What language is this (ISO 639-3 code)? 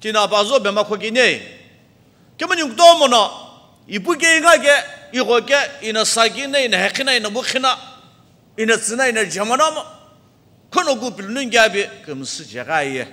nsm